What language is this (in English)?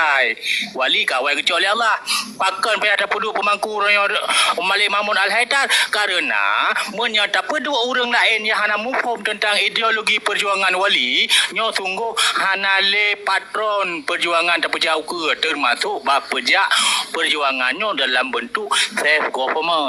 Achinese